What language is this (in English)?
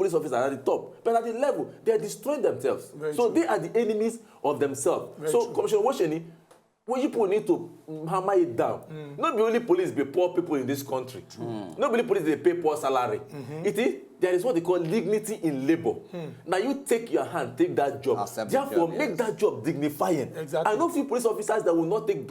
Nigerian Pidgin